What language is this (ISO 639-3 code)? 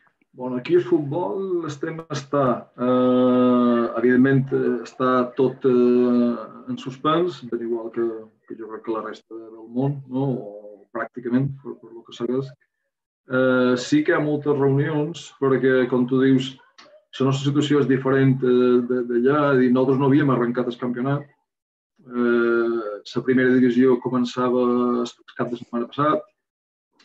cat